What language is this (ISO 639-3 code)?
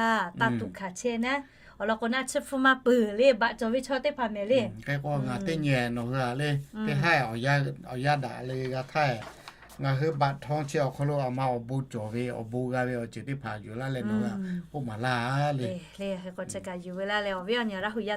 lhu